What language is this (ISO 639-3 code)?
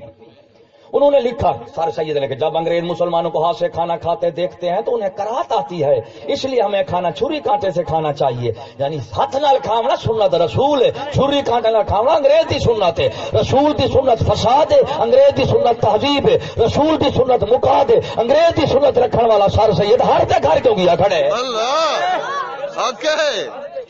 skr